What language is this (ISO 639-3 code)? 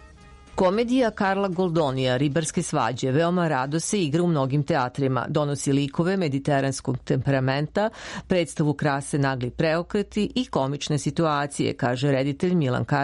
srp